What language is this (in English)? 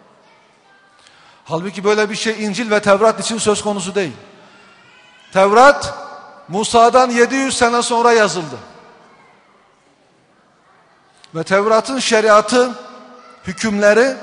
Turkish